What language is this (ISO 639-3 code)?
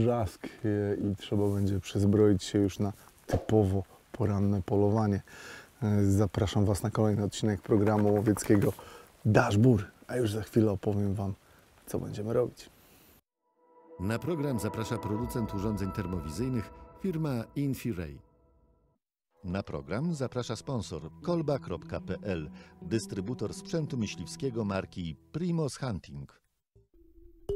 pol